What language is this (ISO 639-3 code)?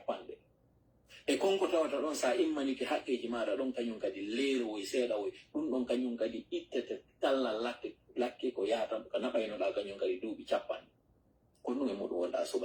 fuf